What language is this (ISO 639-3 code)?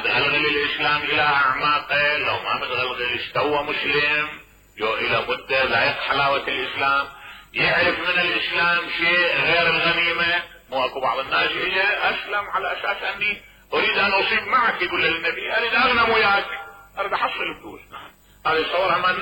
acm